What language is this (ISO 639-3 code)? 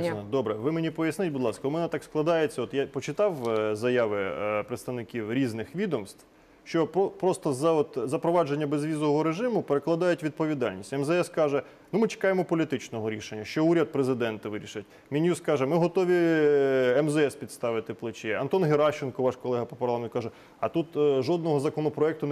ukr